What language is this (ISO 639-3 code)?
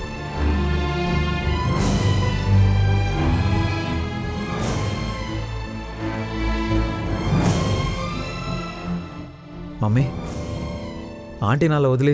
tel